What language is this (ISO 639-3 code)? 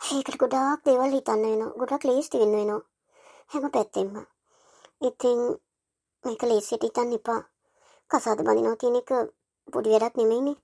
sin